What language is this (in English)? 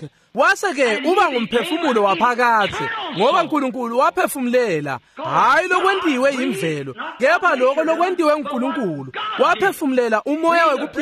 Swati